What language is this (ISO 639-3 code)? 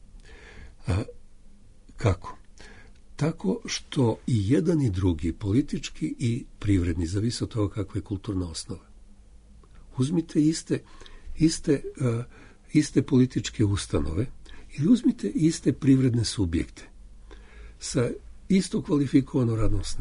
srp